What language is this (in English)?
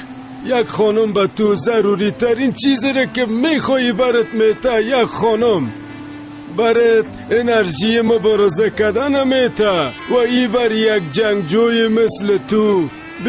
Persian